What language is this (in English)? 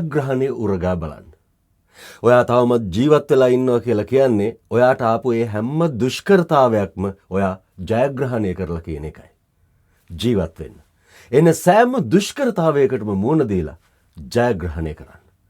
Sinhala